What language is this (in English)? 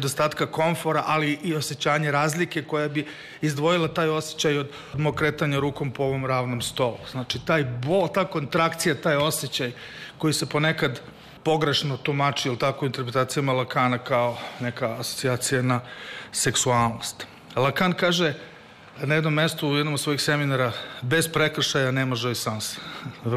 Serbian